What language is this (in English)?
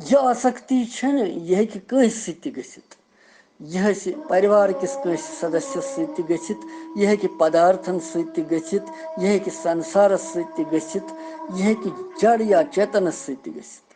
Kashmiri